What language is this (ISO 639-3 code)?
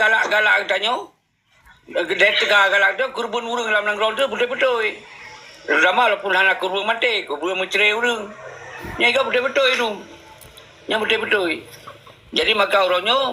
ace